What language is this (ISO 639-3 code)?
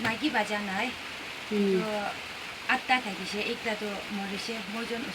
nag